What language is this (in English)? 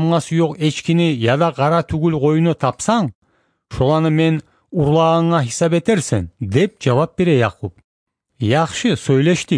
Kumyk